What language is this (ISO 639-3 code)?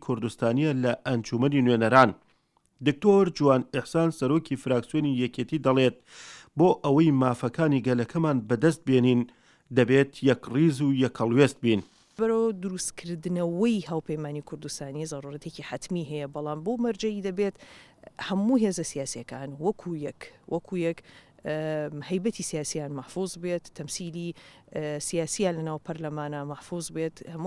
ckb